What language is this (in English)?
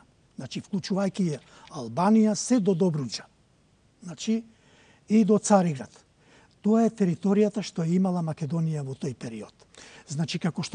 Macedonian